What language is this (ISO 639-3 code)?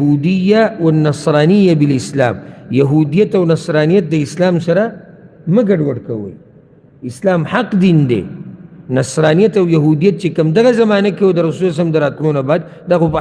pus